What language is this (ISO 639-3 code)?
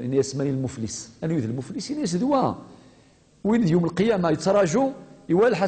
kab